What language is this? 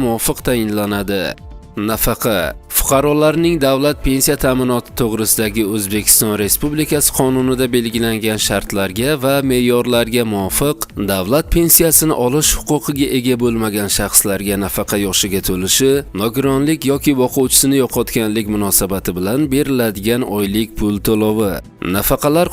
Uzbek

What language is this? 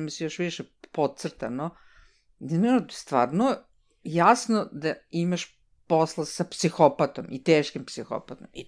Serbian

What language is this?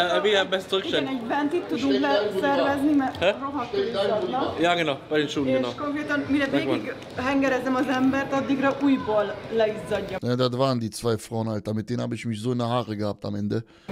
German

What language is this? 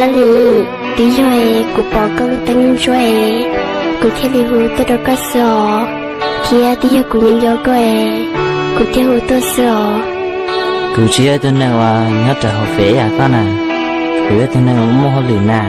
Hmong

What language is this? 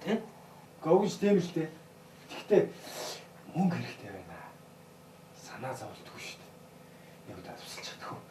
Mongolian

